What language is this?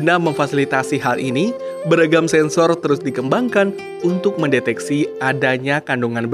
Indonesian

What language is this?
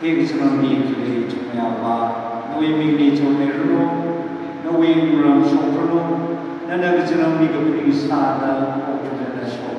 Tangkhul Naga (India)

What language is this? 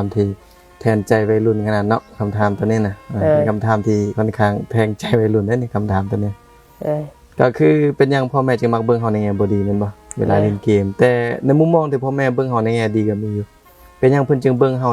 Lao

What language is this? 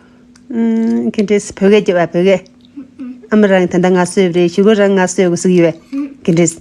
Tibetan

